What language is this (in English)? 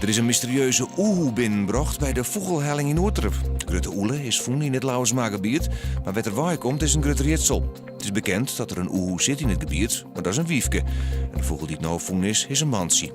Western Frisian